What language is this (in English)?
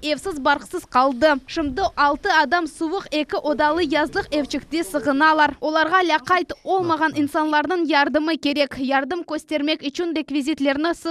Crimean Tatar